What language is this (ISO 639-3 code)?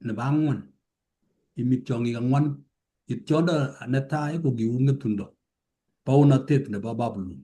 kln